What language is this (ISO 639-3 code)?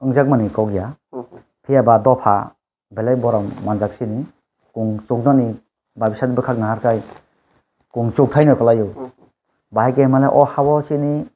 trp